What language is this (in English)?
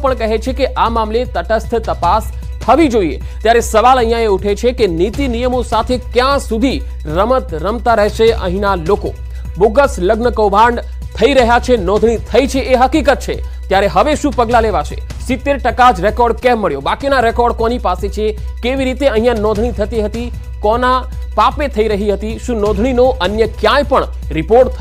Gujarati